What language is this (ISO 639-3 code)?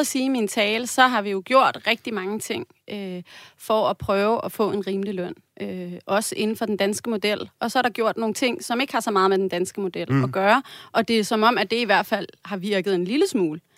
dan